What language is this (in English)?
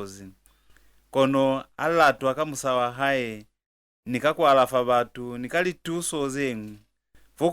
Lozi